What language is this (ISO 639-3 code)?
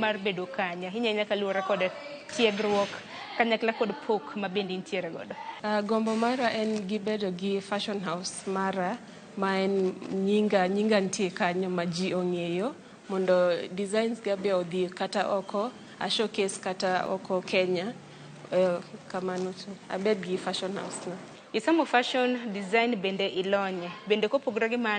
luo